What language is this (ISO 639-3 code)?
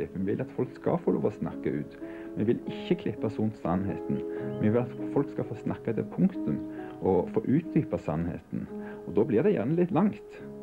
nor